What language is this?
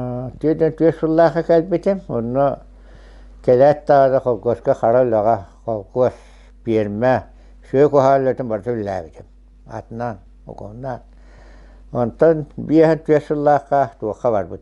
Yakut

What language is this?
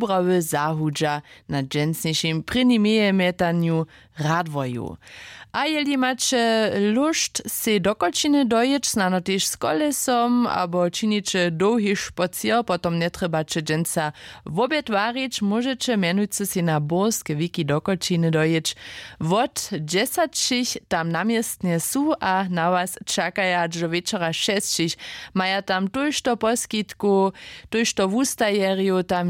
Upper Sorbian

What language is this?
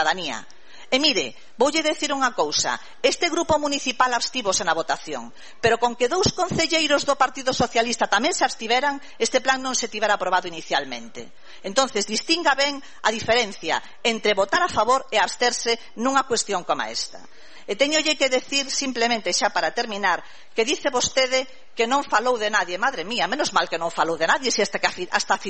Galician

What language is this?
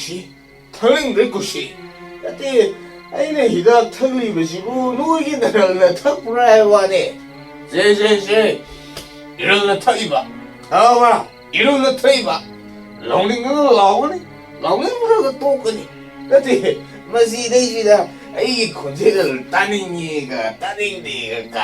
Manipuri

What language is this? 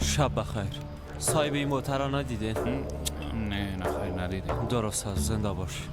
Persian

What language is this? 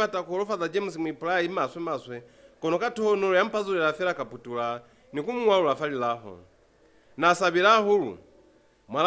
Lozi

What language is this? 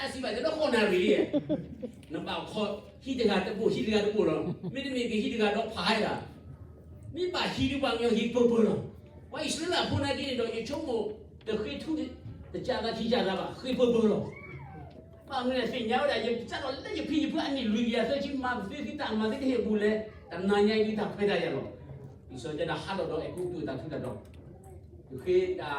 S'gaw Karen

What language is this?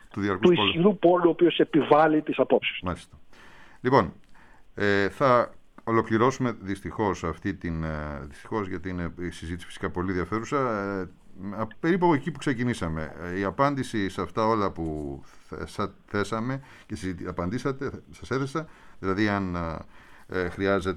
Greek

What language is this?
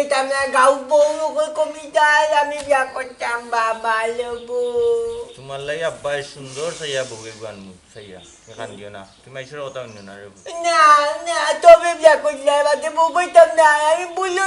Sylheti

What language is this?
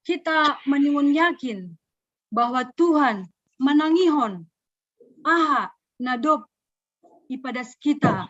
Batak Simalungun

